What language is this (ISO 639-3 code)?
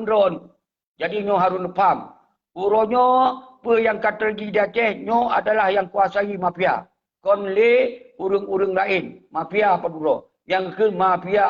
ace